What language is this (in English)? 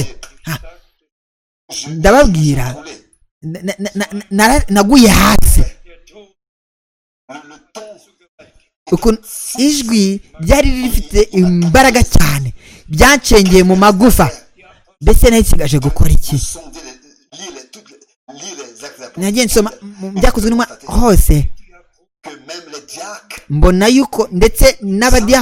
Kinyarwanda